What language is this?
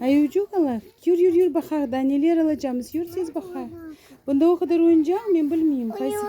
Crimean Tatar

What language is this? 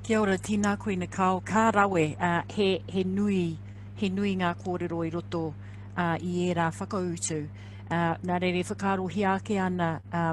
Māori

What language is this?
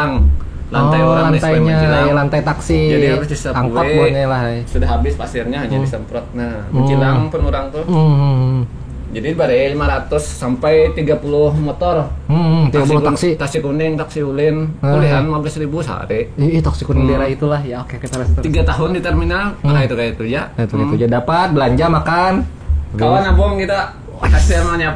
Banjar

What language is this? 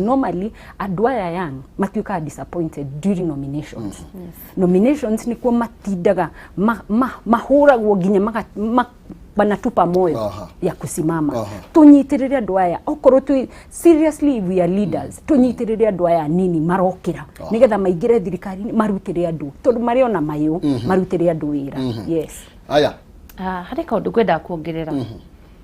Kikuyu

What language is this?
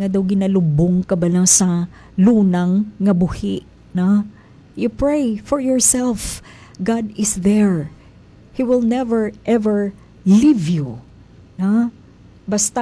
Hiligaynon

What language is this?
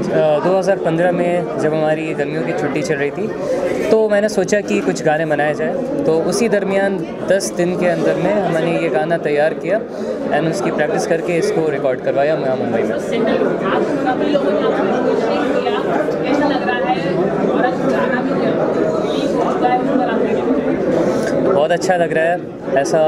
Hindi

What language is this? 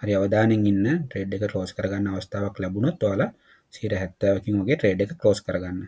Sinhala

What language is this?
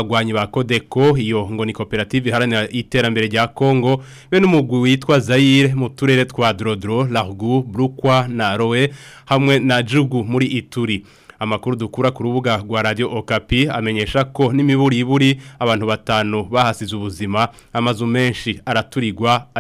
Rundi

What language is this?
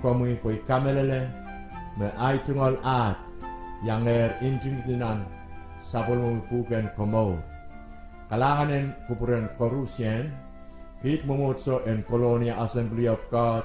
Pohnpeian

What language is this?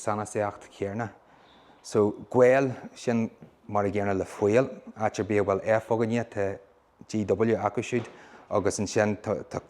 Irish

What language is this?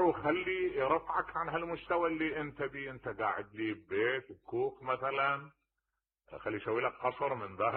Mesopotamian Arabic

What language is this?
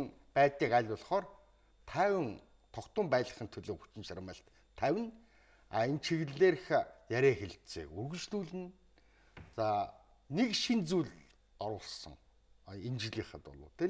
Mongolian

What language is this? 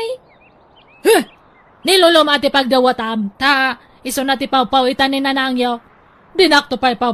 Iloko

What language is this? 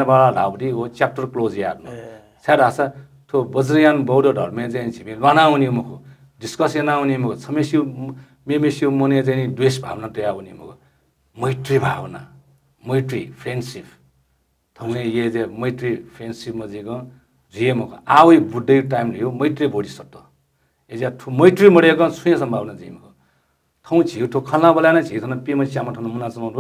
Newari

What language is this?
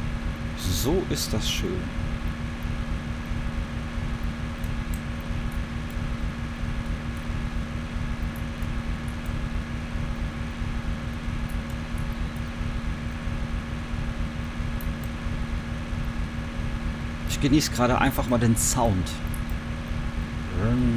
German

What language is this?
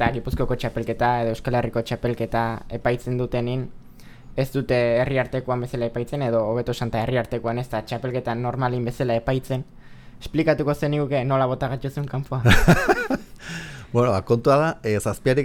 Basque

